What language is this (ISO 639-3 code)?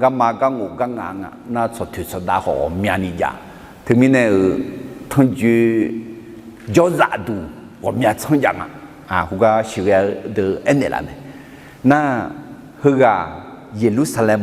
ahk